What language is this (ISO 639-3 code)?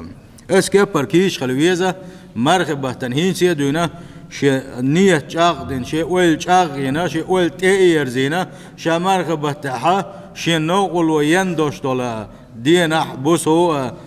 che